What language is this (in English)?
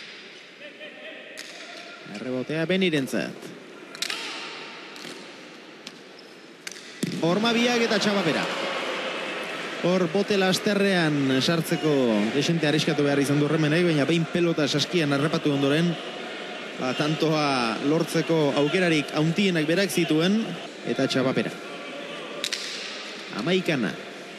Basque